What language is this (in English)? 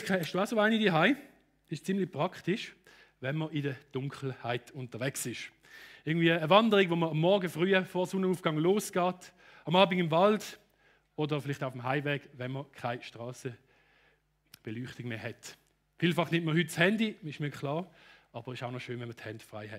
Swiss German